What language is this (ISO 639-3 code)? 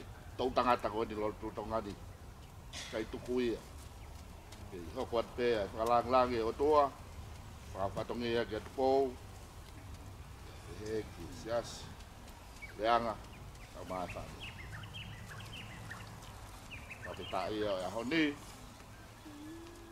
ton